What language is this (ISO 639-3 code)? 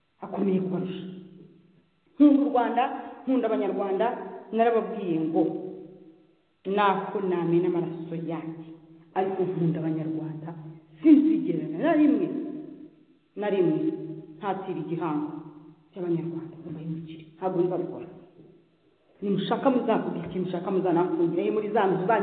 kin